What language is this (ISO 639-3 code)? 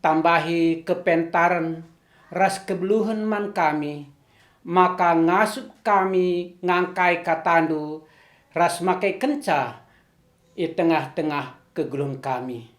btx